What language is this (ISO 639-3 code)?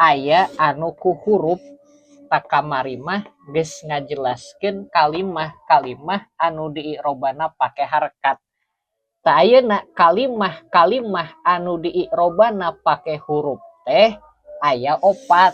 sun